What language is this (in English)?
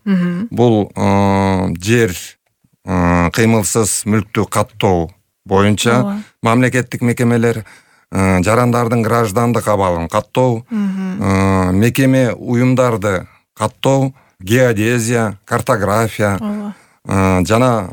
Kyrgyz